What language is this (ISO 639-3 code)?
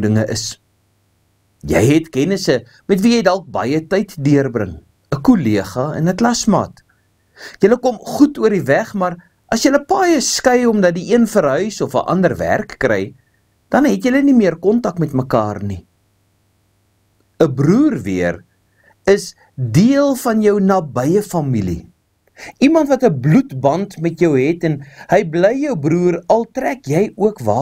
afr